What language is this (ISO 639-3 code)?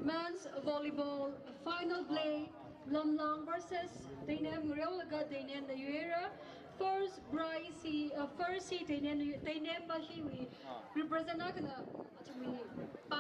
nmf